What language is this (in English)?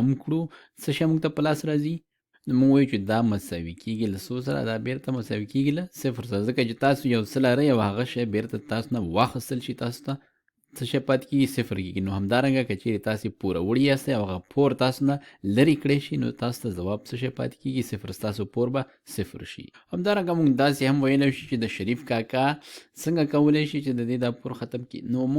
Pashto